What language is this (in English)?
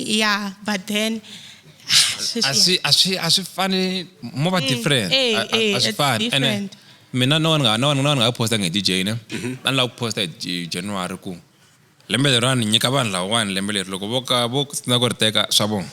Tsonga